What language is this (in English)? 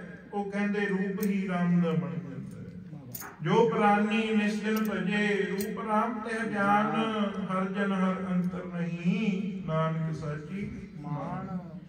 Punjabi